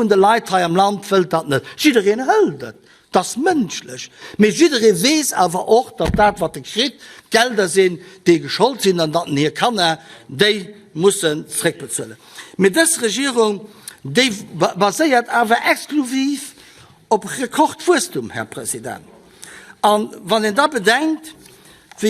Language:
Luxembourgish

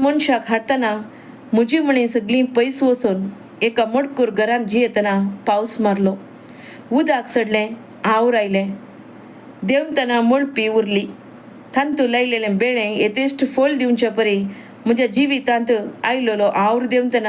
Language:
Konkani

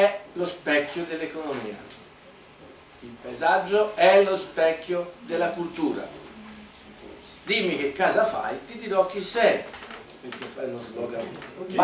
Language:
Italian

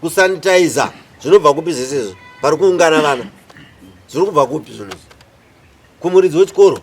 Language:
Shona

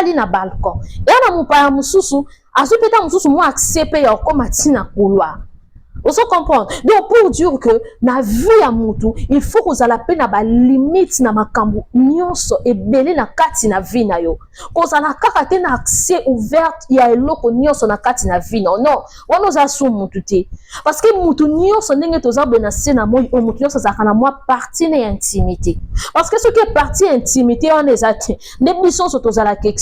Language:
Lingala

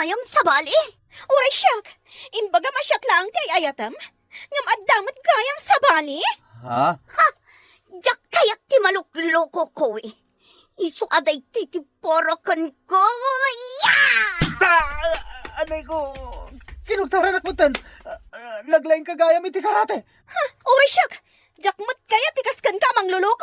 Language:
Iloko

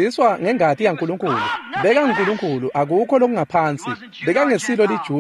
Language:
Swati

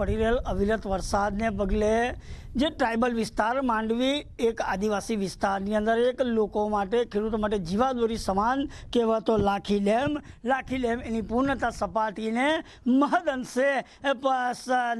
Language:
Gujarati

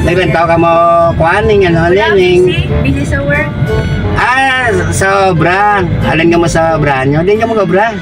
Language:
Hiligaynon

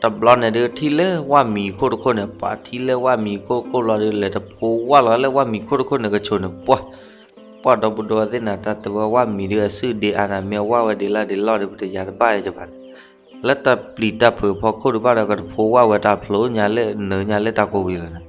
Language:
S'gaw Karen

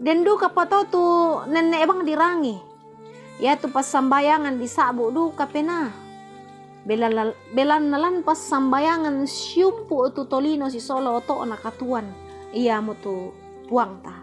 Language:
Toraja-Sa'dan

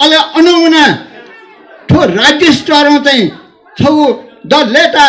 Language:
Newari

